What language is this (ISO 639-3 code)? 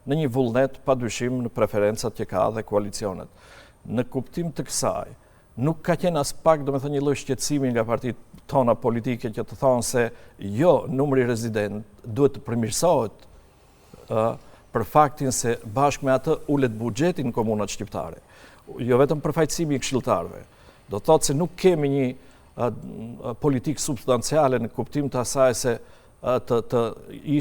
sqi